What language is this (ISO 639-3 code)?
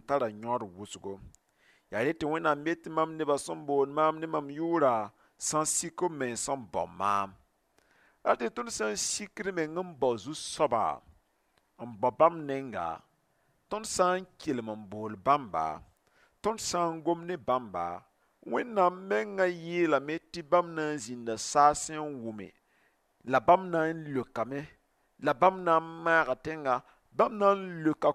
mos